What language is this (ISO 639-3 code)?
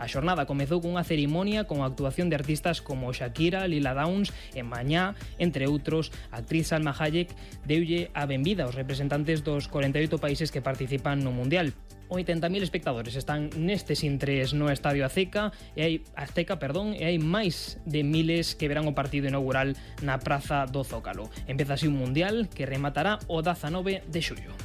glg